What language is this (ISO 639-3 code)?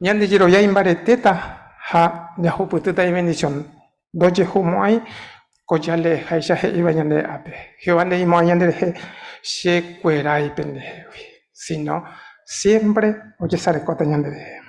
grn